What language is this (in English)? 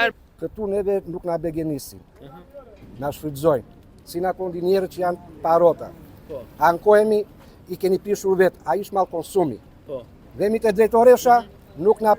Albanian